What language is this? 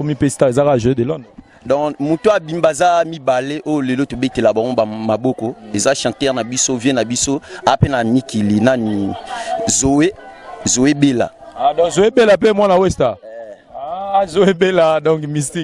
Lingala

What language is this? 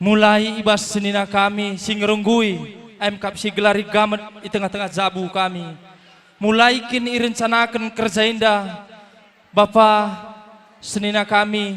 Batak Karo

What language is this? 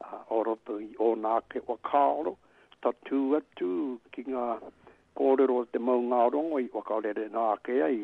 Māori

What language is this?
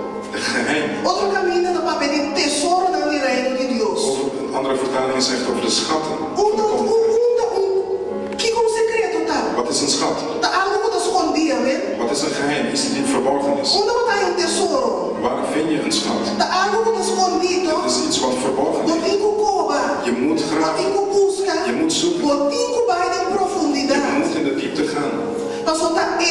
Papiamento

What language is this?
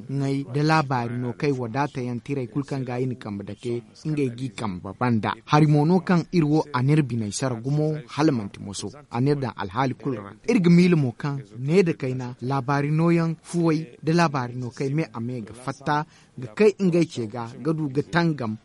Zarma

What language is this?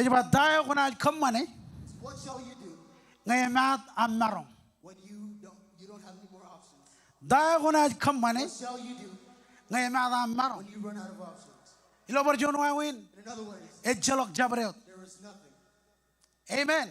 Marshallese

